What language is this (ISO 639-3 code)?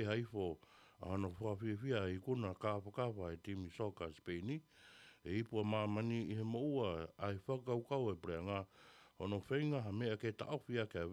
ton